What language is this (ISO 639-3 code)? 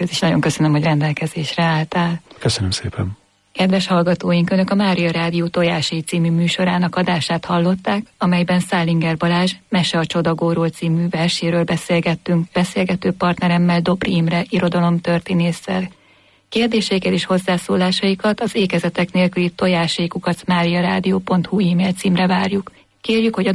hun